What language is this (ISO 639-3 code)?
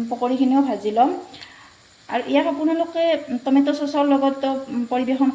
asm